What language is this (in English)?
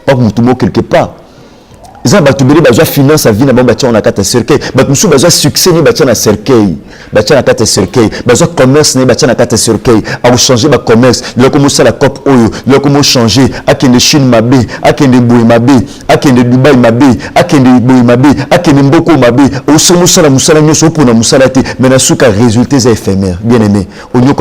Lingala